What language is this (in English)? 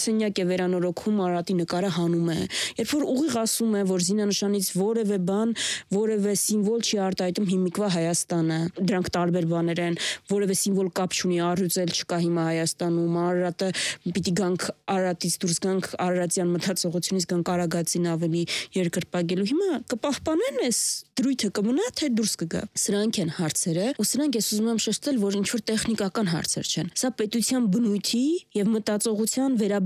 Armenian